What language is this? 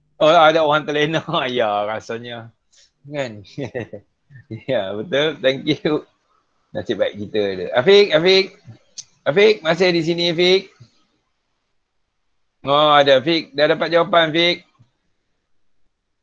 Malay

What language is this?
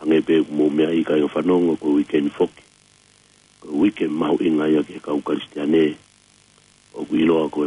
Tongan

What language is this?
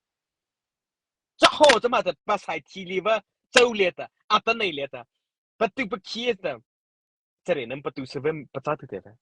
Mara Chin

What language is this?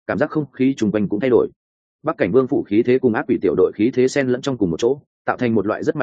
Vietnamese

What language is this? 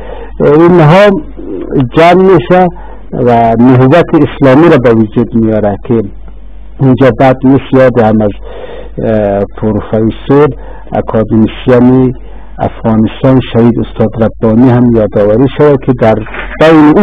Persian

